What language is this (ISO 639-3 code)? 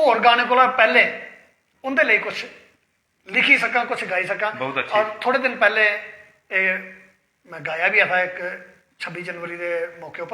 doi